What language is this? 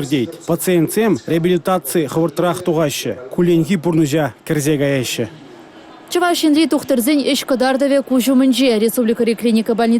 Chuvash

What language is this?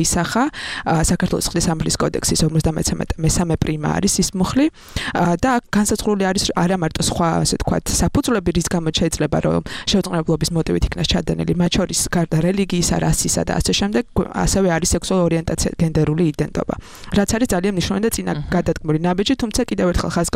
Georgian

